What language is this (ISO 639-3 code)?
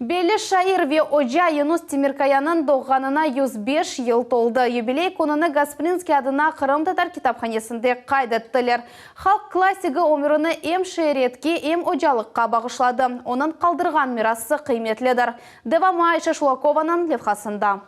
crh